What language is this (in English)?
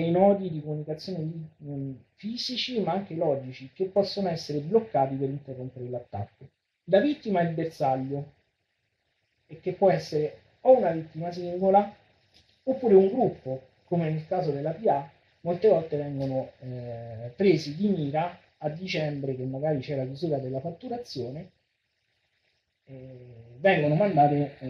Italian